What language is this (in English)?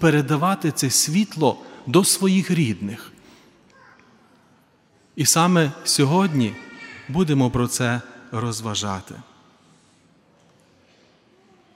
Ukrainian